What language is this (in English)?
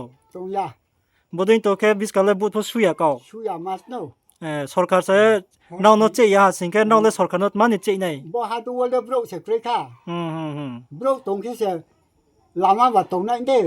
Riang (India)